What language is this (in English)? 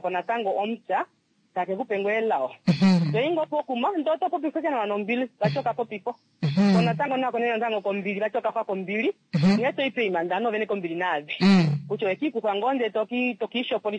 Kuanyama